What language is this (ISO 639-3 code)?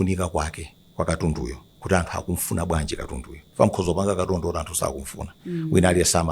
nya